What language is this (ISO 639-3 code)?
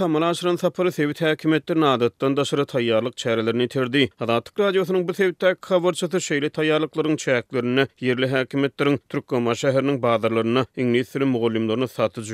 tuk